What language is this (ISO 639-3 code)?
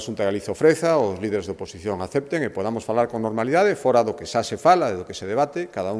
glg